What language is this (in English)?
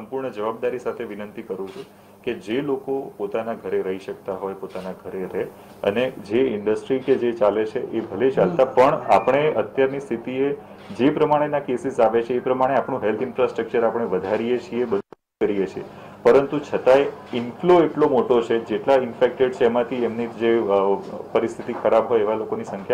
Gujarati